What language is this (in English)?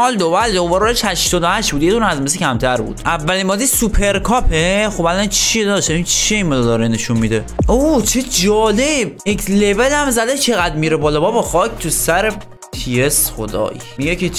Persian